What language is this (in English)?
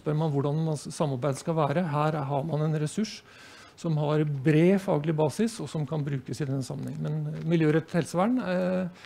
Norwegian